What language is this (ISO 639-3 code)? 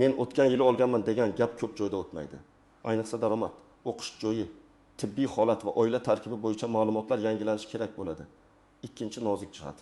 uzb